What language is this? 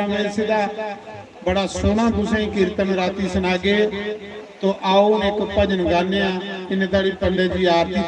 Dogri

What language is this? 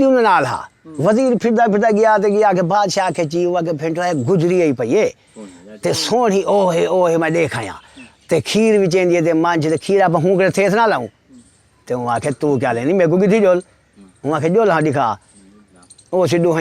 Saraiki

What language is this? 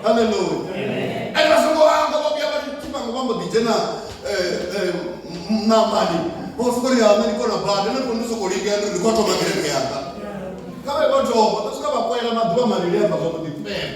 Venda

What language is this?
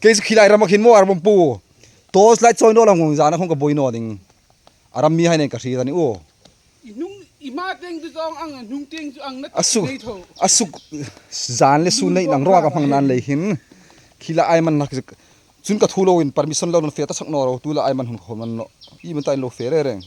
Hmar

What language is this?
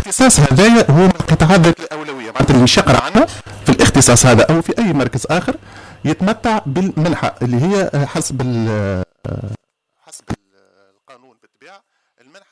Tunisian Arabic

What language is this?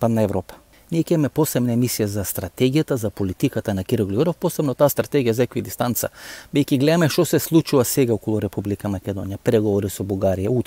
Macedonian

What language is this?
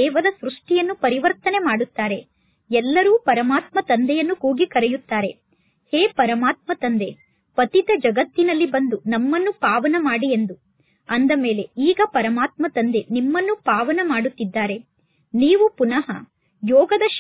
Kannada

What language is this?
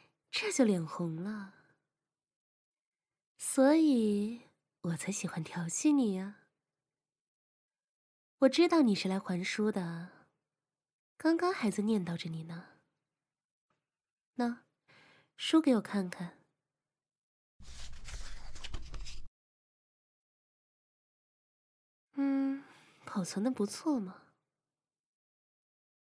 Chinese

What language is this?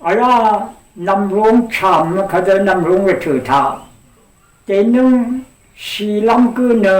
Rawang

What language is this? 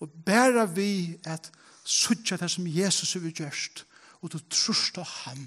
Faroese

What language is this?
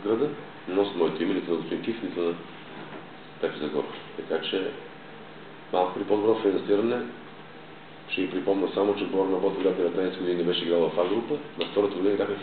Bulgarian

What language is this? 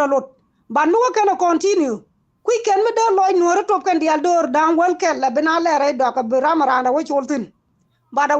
Nuer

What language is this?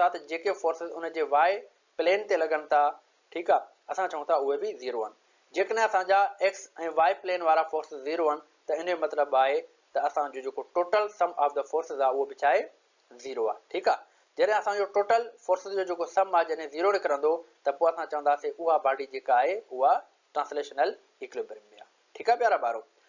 Sindhi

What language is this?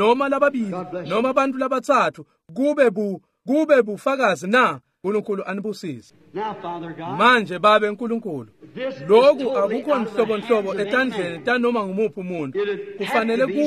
Swati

